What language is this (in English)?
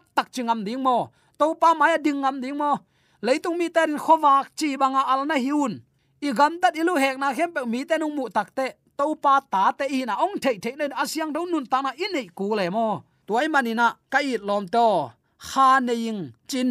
Tedim Chin